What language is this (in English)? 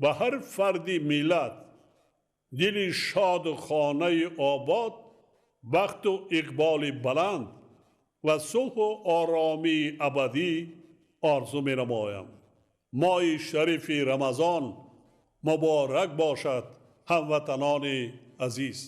Tajik